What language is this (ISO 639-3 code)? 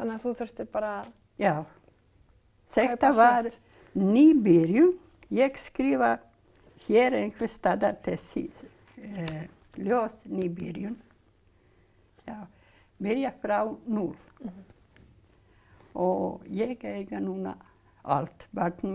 isl